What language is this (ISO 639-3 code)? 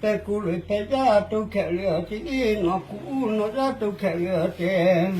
lhu